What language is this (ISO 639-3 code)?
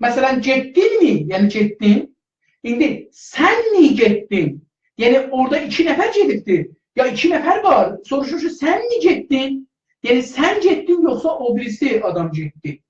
azb